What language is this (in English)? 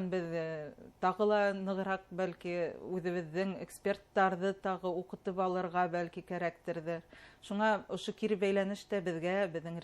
Bashkir